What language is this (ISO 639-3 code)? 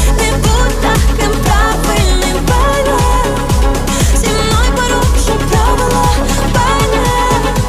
ukr